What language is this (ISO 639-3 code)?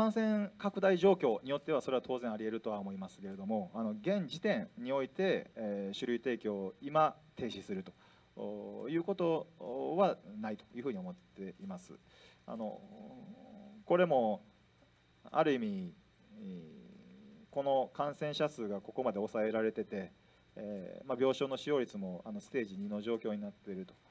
jpn